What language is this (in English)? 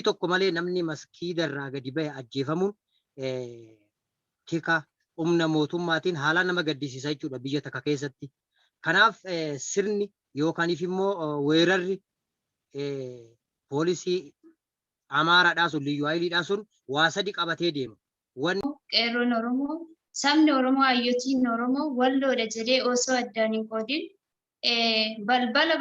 Oromo